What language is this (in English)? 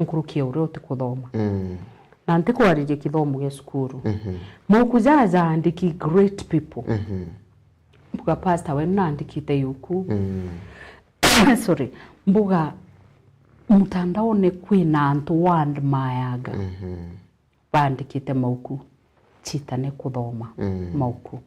Meru